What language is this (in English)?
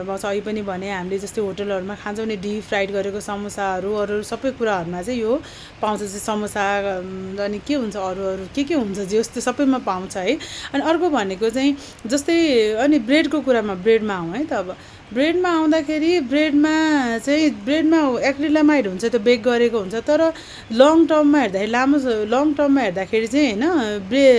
Nepali